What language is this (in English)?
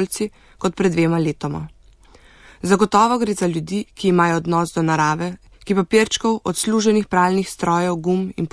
Slovenian